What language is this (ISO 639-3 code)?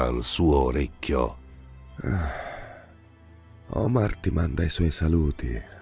ita